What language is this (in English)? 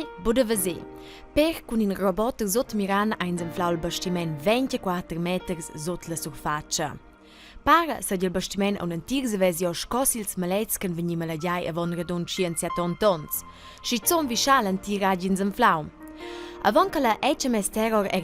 Romansh